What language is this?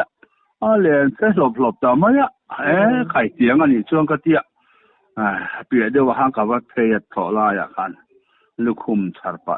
Mizo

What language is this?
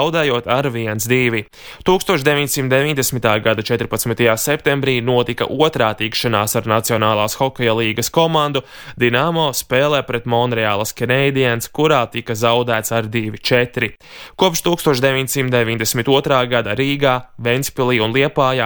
Latvian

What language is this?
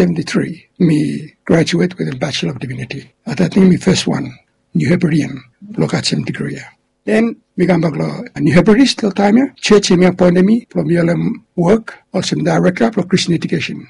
Bislama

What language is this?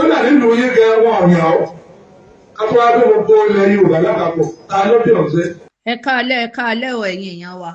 Yoruba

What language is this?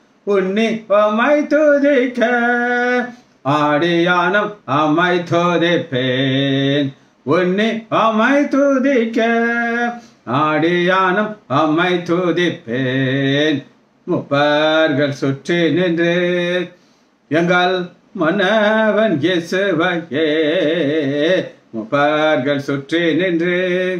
Tamil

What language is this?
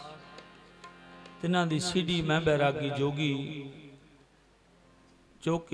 Punjabi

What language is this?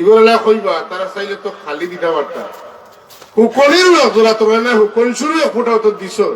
Sylheti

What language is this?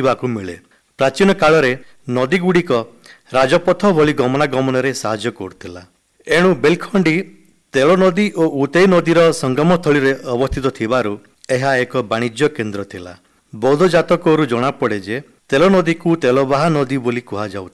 Odia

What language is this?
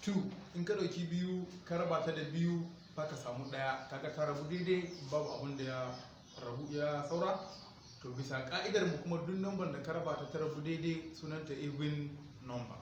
Hausa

